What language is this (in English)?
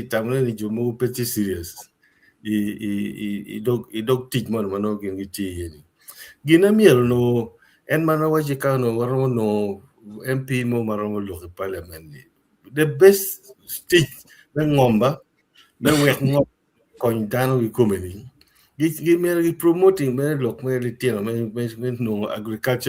Acoli